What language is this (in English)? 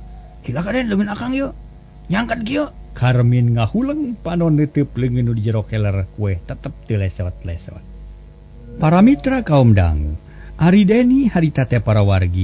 Sundanese